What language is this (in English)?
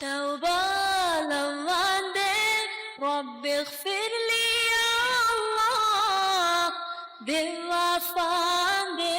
Divehi